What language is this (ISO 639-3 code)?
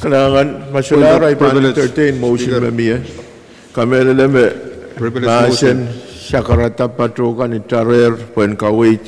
pon